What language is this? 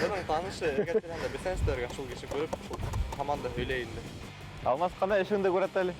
Bashkir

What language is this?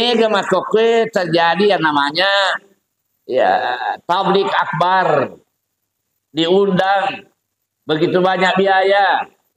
Buginese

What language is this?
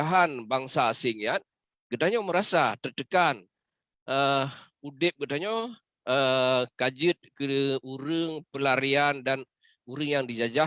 Achinese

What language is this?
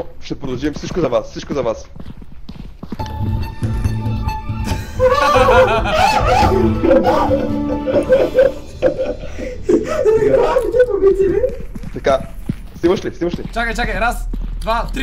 Bulgarian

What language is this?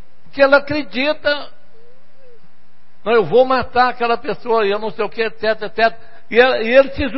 Portuguese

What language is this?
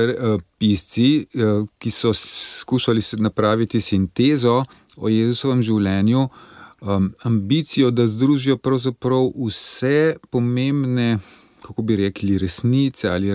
Slovenian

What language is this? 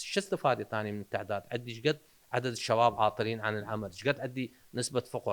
Mesopotamian Arabic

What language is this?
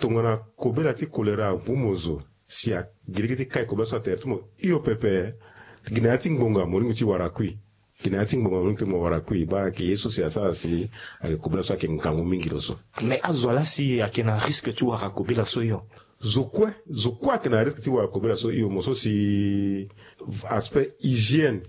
Sango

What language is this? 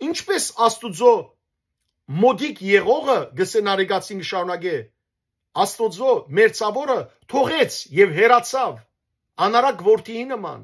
Western Armenian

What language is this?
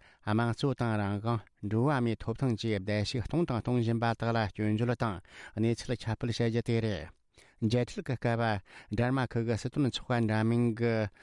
Tibetan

